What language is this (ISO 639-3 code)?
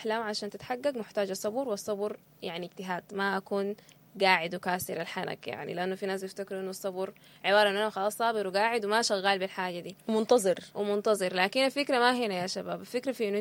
apd